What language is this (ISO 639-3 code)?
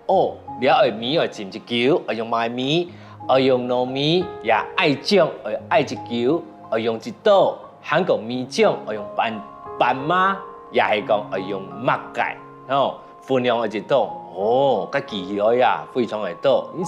hak